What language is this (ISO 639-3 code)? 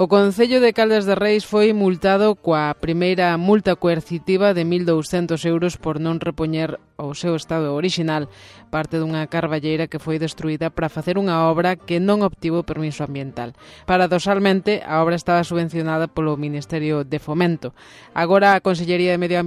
glg